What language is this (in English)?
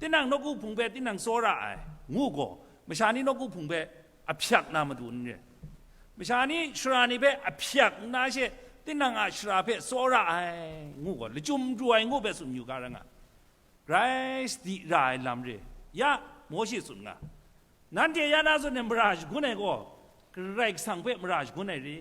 Kachin